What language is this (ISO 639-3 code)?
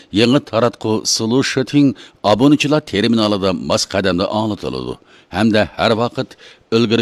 uig